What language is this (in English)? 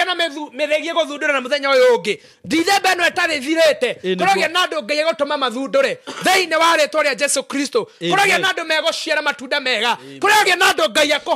Kikuyu